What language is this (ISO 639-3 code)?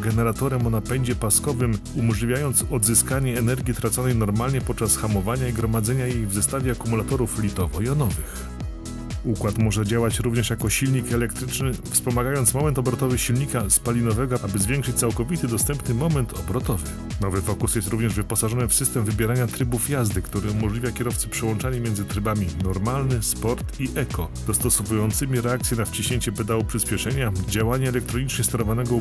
pol